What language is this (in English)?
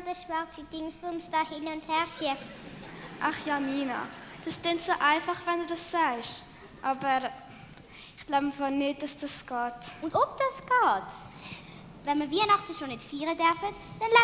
Swiss German